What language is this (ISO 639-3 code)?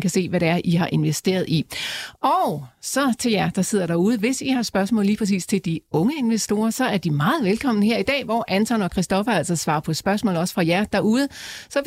dan